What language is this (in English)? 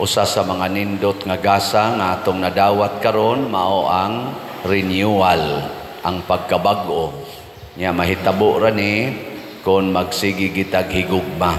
Cebuano